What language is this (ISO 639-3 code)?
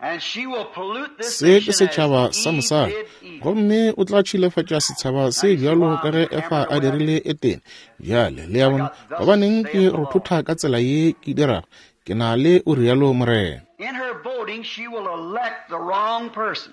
nso